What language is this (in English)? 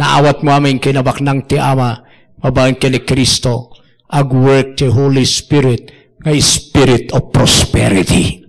Iloko